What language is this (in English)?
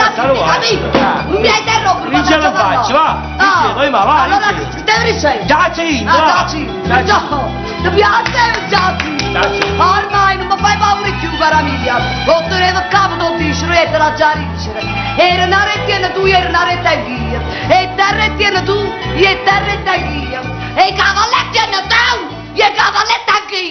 Neapolitan